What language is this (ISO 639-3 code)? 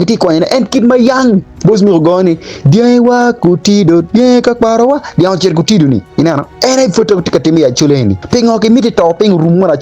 ach